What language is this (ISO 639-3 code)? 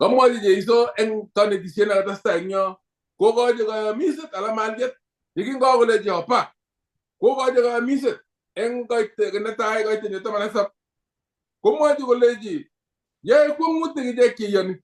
kln